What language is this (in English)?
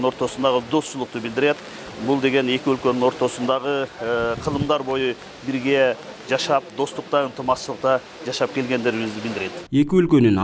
Kyrgyz